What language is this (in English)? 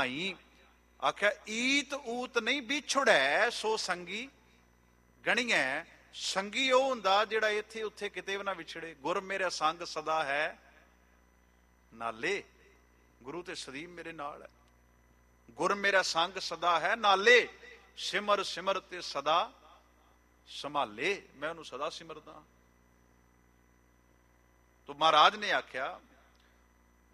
Punjabi